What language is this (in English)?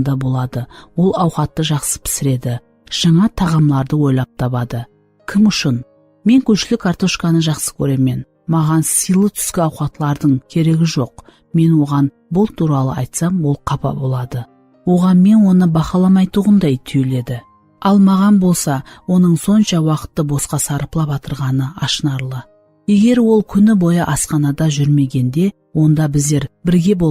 Kara-Kalpak